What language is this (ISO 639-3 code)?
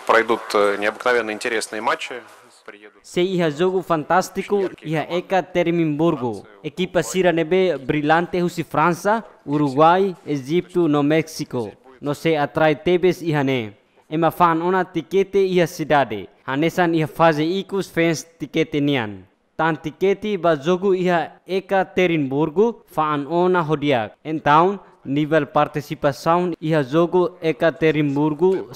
tet